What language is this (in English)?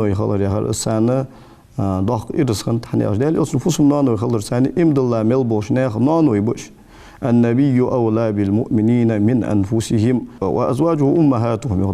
Ingush